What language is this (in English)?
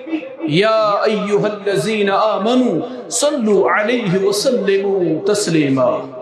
Kashmiri